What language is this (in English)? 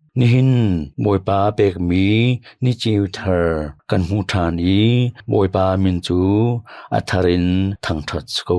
Hakha Chin